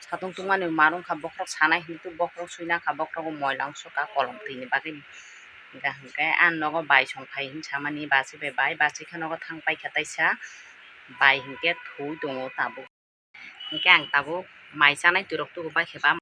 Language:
Kok Borok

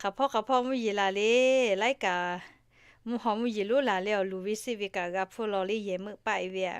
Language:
Lahu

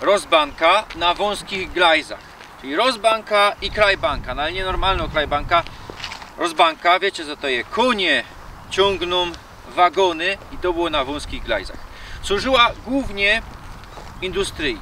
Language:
Silesian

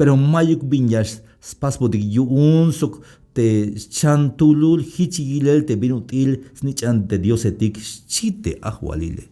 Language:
Tzeltal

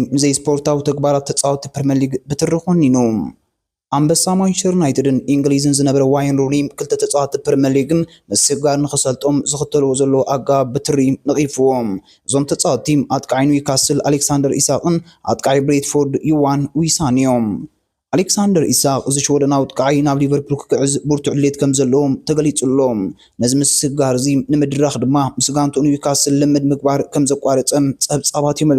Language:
Tigrinya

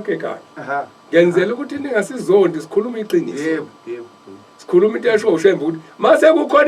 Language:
Zulu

